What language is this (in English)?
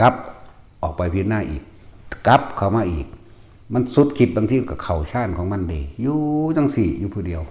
Northeastern Thai